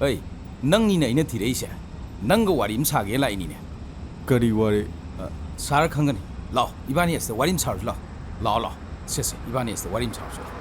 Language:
Manipuri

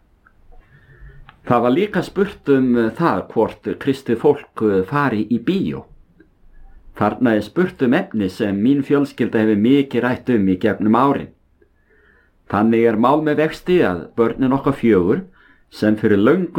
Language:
Icelandic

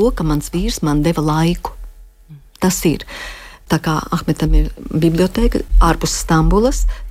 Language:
Latvian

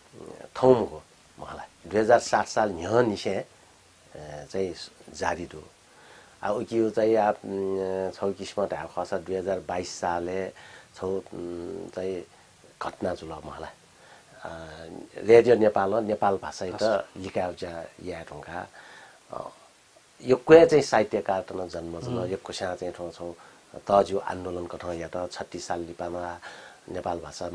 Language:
Newari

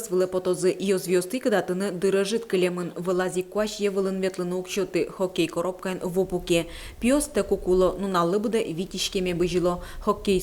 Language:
Udmurt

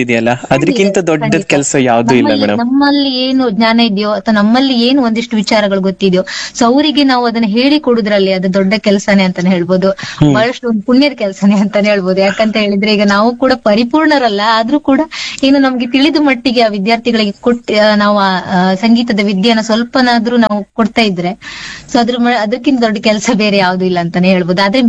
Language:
Kannada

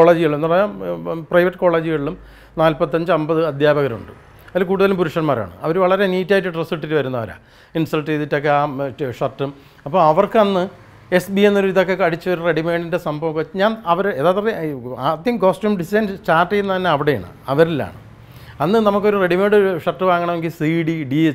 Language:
Malayalam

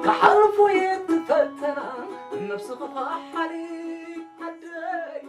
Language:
Tigrinya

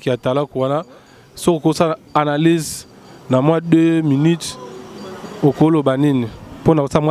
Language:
Lingala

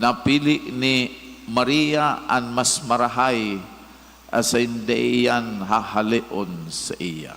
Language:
Bikol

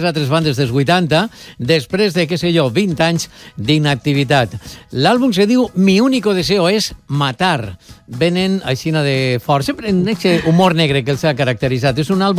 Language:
Catalan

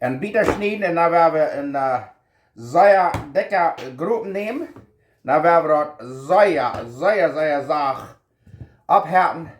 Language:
Plautdietsch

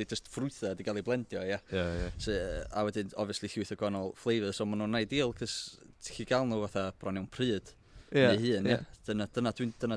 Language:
Welsh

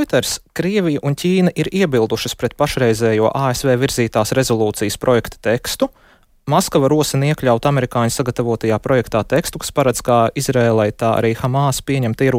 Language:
Latvian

